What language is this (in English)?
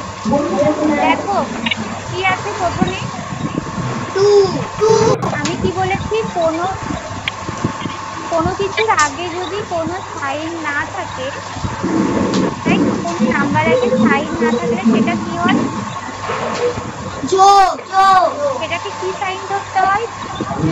Bangla